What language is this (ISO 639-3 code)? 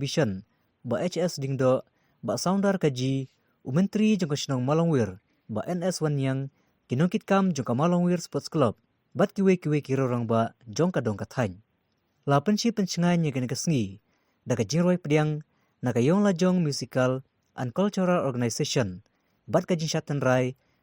kha